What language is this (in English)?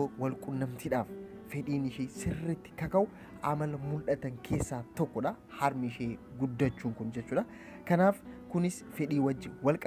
Oromo